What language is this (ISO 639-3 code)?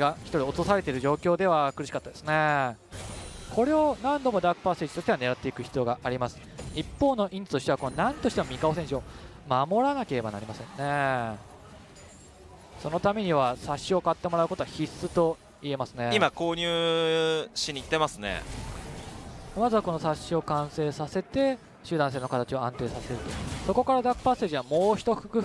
jpn